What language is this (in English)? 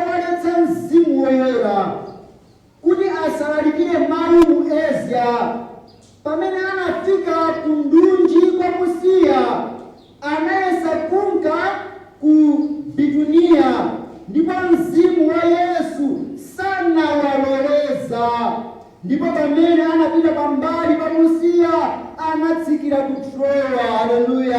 Nyanja